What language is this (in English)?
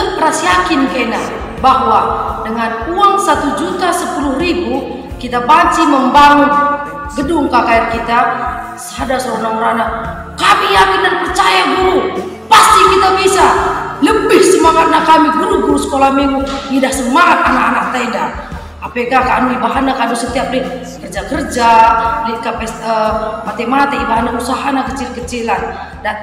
Batak Karo